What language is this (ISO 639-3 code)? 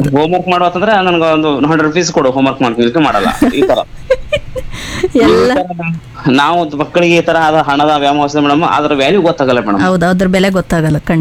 kan